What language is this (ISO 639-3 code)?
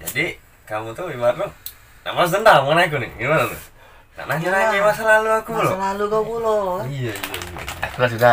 mui